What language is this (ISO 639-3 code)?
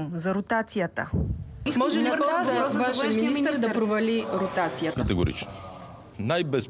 bul